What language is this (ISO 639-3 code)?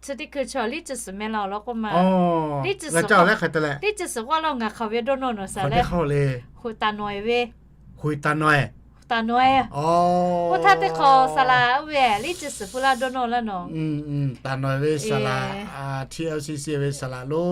lhu